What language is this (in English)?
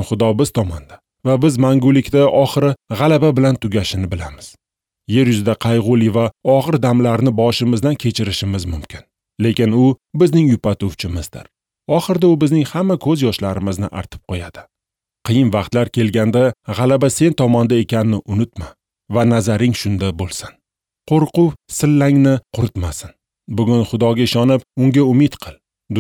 Uzbek